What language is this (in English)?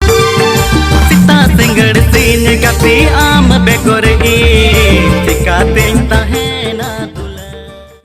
Santali